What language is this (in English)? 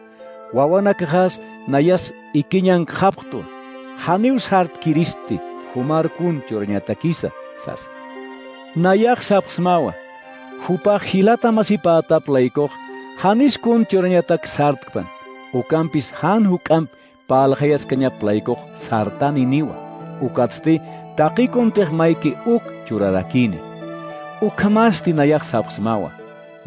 Aymara